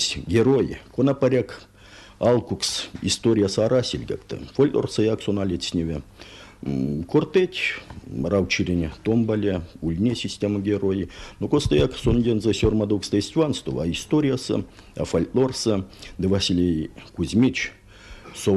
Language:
Erzya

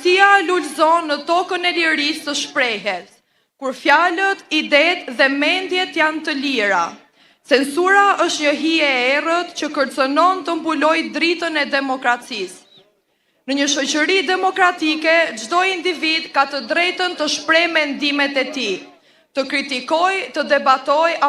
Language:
Albanian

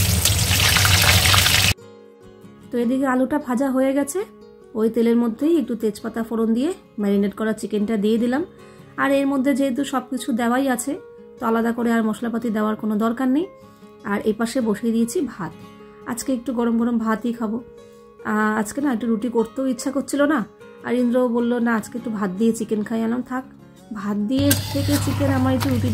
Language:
Bangla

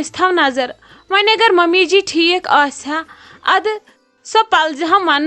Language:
Kashmiri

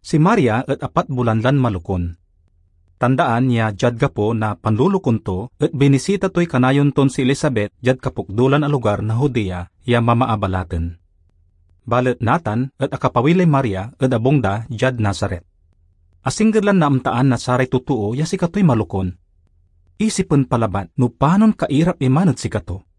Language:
Pangasinan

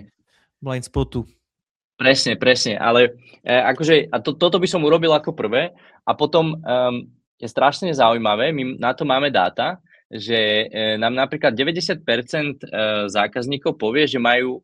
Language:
Slovak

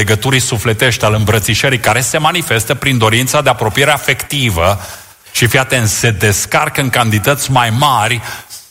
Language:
Romanian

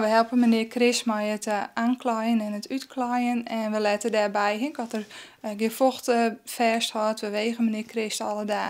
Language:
Western Frisian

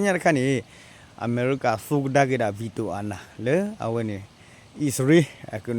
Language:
S'gaw Karen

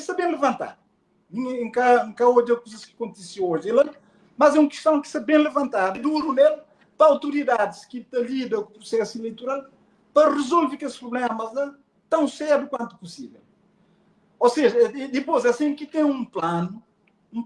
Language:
Kabuverdianu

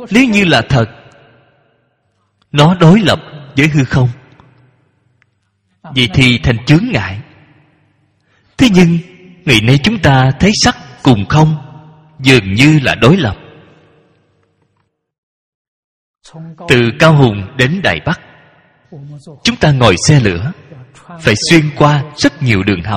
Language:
Vietnamese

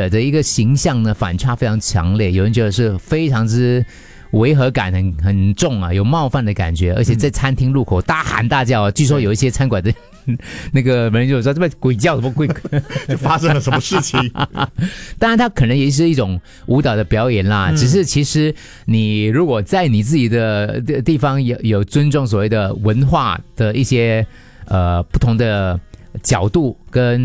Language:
Chinese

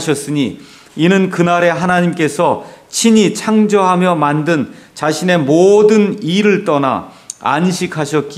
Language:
Korean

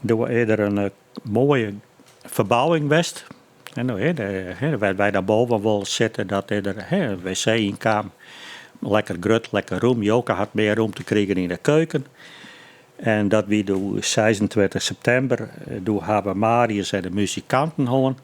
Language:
Western Frisian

